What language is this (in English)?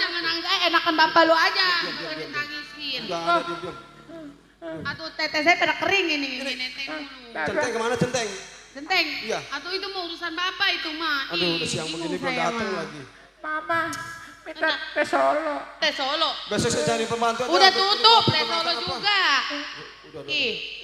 Betawi